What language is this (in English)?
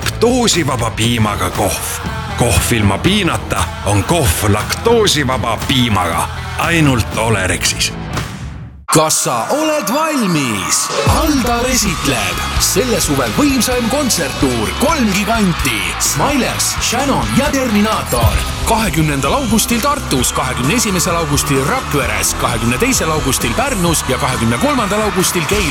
Estonian